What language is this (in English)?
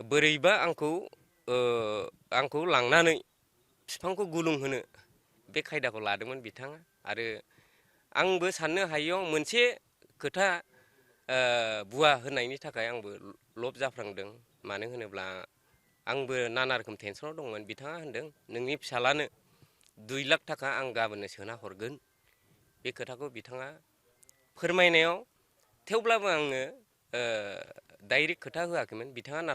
Bodo